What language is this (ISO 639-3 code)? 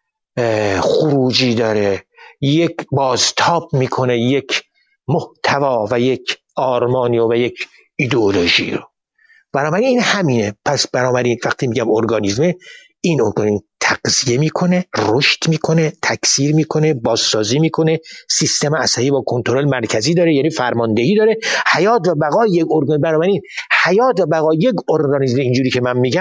fas